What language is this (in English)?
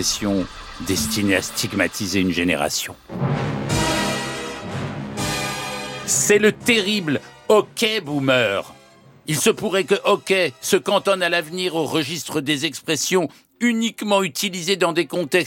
French